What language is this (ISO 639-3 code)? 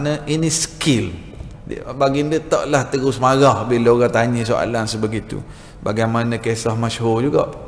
msa